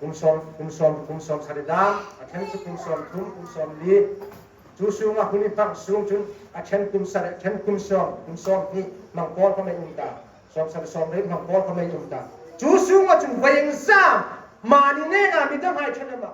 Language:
Hmar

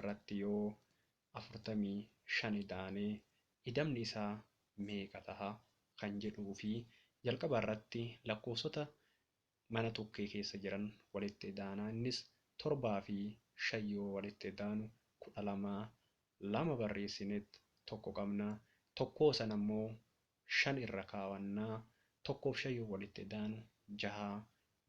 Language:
Oromo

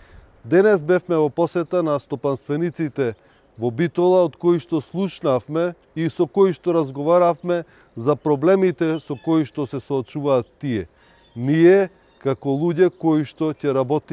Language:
Macedonian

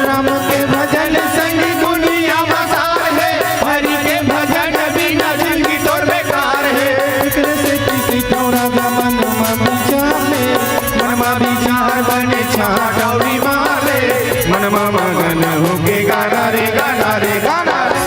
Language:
Chhattisgarhi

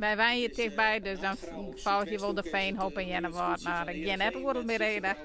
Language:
Western Frisian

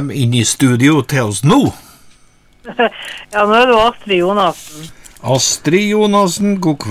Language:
Norwegian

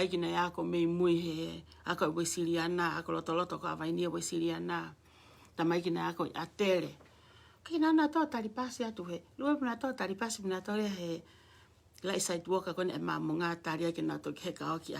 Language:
Tongan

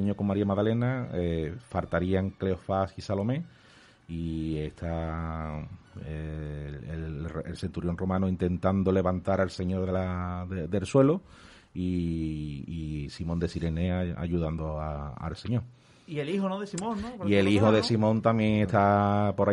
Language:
Spanish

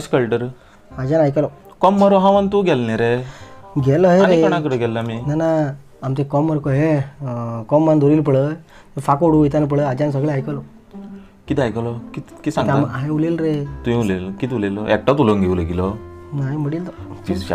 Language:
Konkani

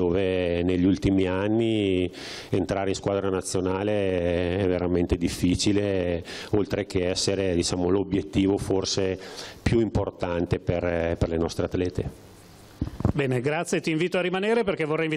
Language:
Italian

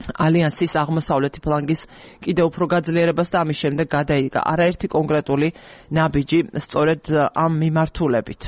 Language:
Georgian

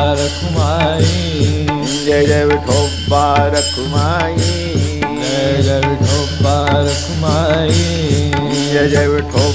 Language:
Marathi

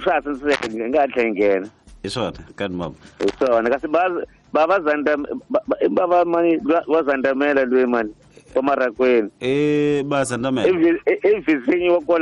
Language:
Tsonga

